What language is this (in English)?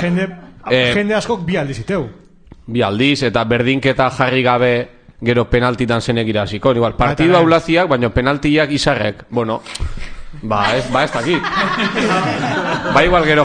Basque